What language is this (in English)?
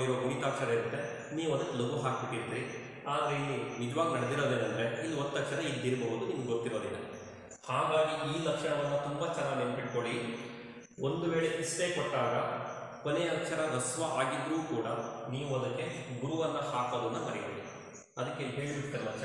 Kannada